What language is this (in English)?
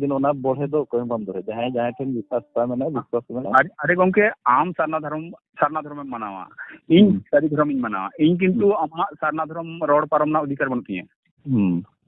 Santali